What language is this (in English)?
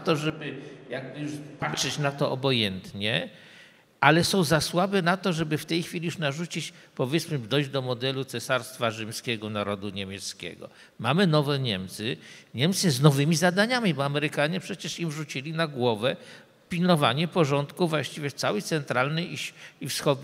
Polish